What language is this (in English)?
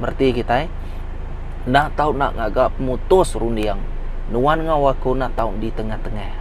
Iban